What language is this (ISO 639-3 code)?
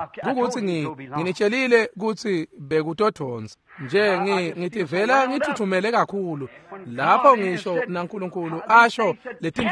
ssw